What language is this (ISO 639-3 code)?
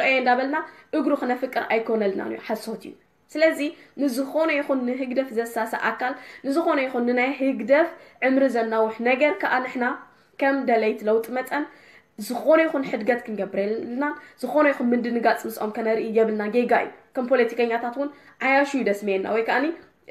tir